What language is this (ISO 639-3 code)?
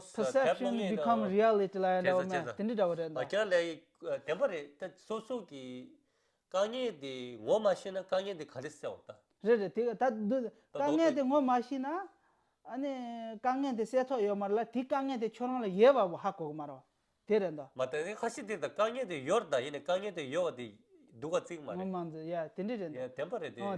bod